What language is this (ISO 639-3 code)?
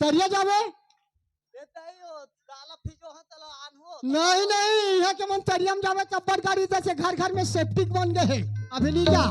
hne